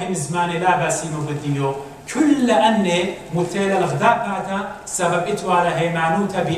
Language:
Assyrian Neo-Aramaic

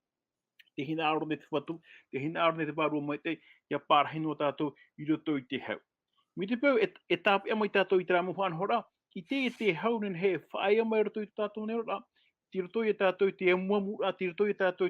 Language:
Tahitian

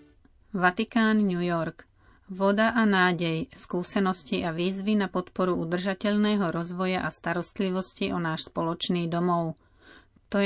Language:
Slovak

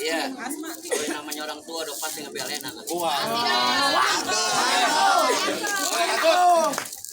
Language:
Betawi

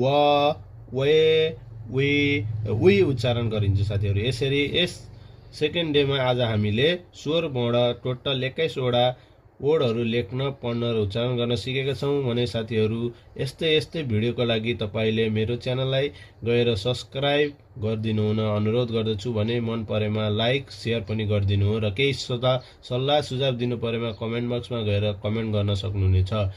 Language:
Nepali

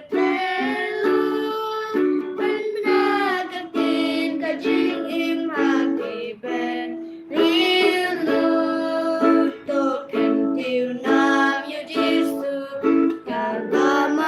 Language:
Khasi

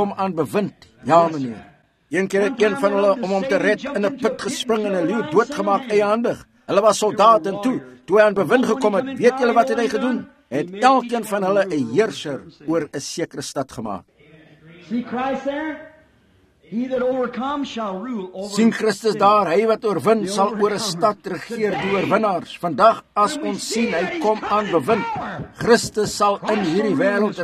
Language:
Afrikaans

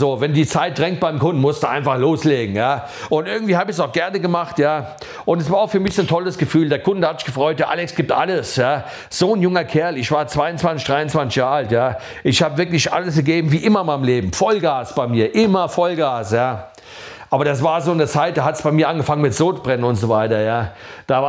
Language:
German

